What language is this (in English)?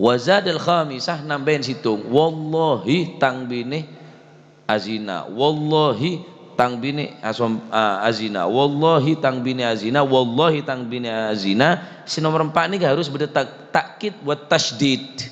Madurese